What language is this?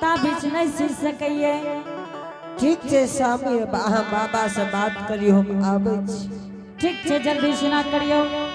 Angika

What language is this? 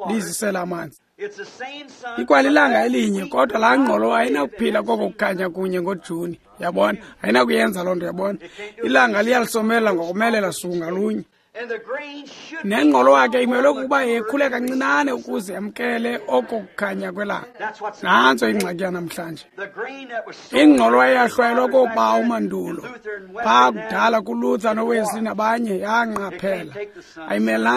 Xhosa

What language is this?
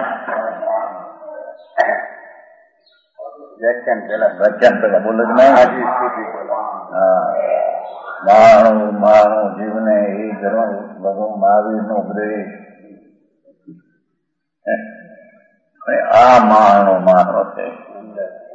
Gujarati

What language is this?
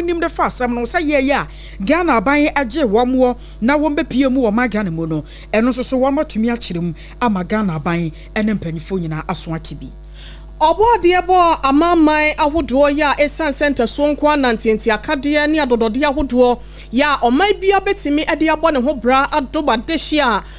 Akan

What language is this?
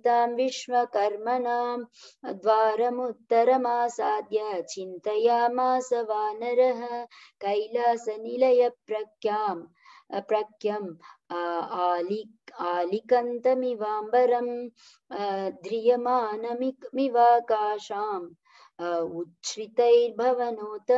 Sanskrit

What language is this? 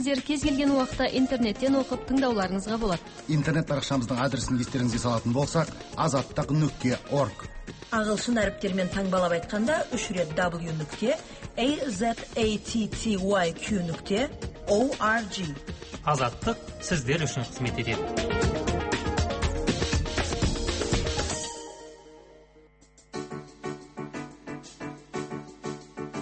Kazakh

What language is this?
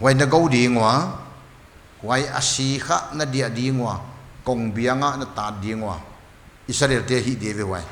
Paite Chin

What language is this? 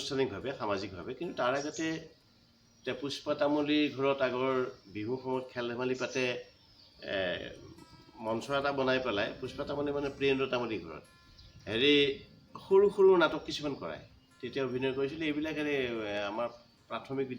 Assamese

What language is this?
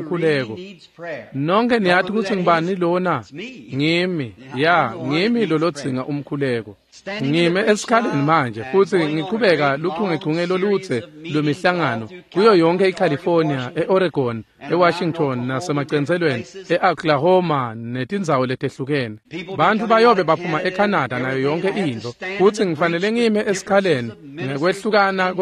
Swati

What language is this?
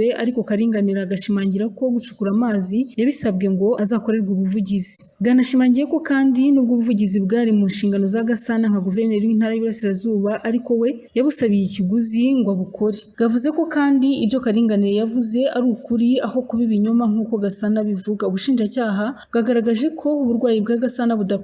Kinyarwanda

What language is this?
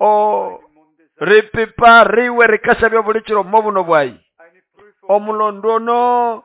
Nande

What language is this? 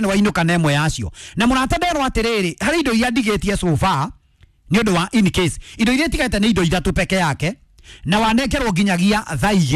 Kikuyu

